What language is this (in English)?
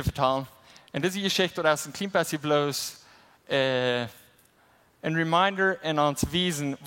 Plautdietsch